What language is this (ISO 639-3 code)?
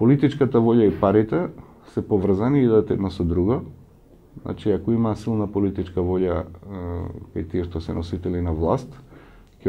mkd